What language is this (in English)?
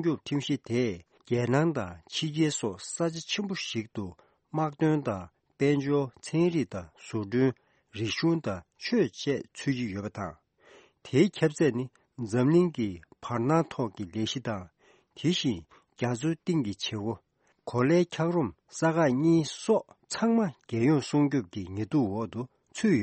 Tibetan